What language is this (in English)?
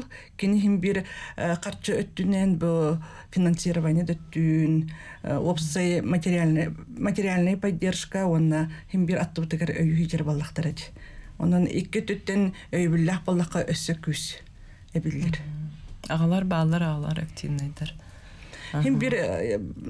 Yakut